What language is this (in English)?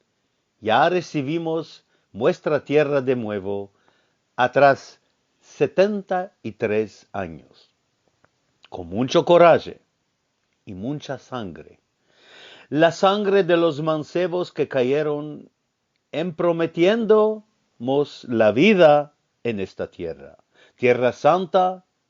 Ladino